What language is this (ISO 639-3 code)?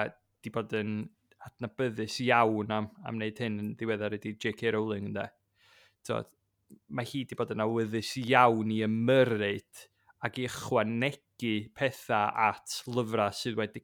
cym